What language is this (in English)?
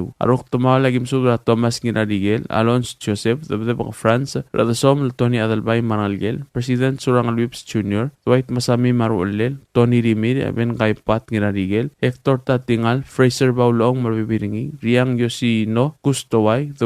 Palauan